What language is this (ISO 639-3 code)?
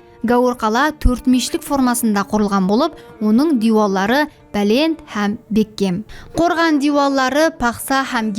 kaa